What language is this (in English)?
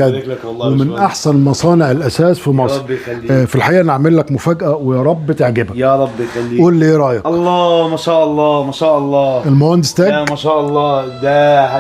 Egyptian Arabic